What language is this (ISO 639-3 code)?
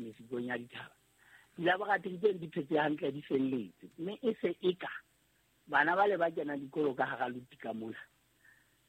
sot